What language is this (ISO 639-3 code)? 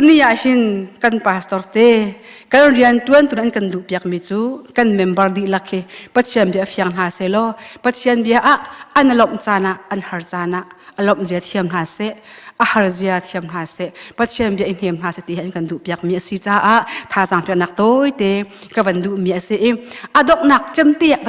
cnh